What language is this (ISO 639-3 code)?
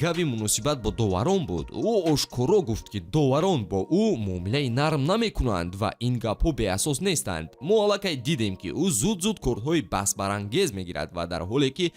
tgk